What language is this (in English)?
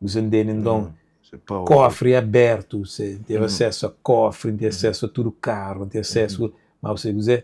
Kabuverdianu